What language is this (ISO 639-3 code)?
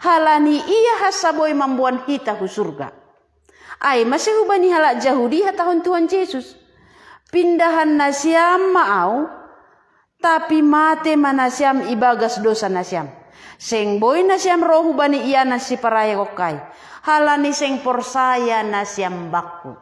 bts